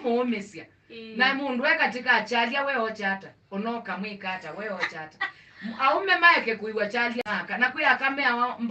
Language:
Kamba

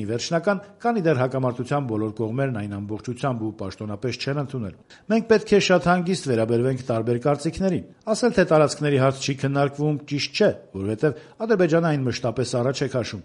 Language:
Armenian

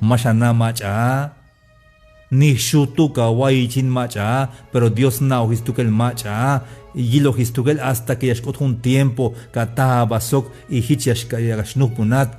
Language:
Tzeltal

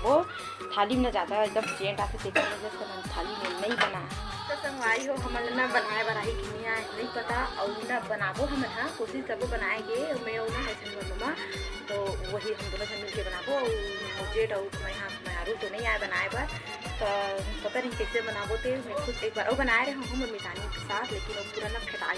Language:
Chhattisgarhi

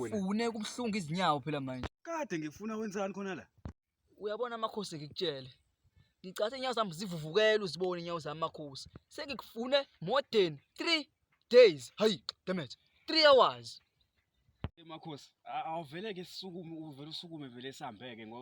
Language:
Zulu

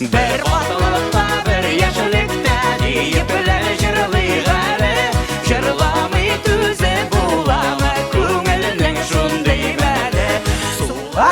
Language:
Tatar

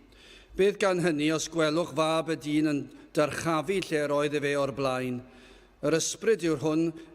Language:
Welsh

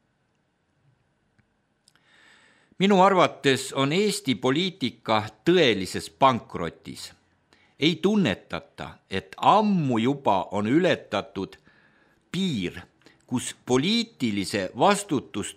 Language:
Estonian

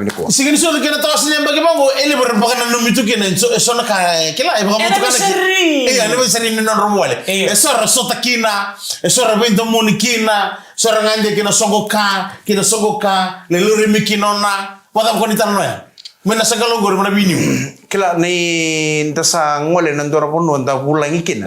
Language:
Fijian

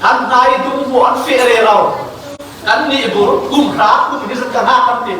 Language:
Falam Chin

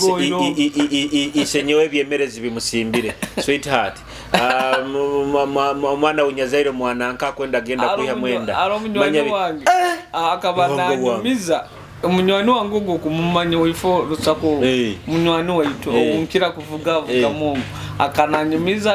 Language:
Nyoro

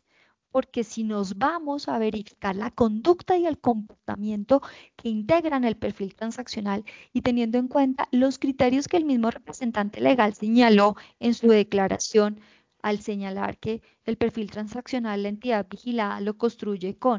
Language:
Spanish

